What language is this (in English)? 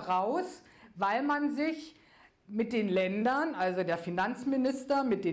German